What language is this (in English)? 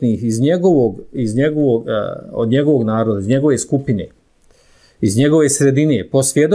Bosnian